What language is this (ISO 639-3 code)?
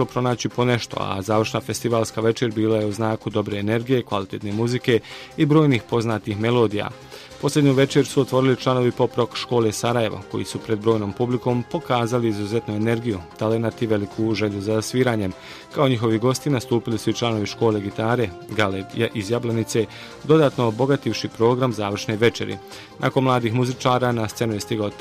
bos